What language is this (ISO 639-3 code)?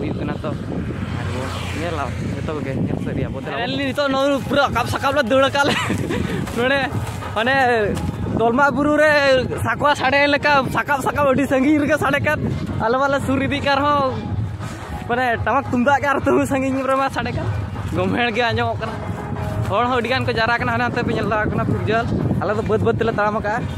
sat